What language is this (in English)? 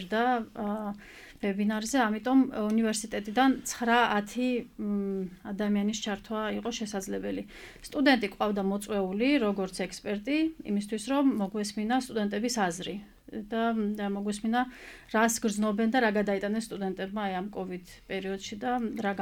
Georgian